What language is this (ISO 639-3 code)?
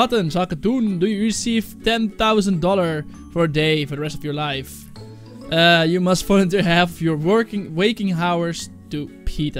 nld